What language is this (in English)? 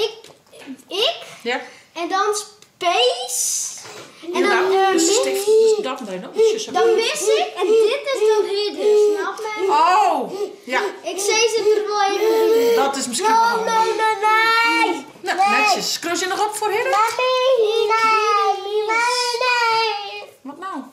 Western Frisian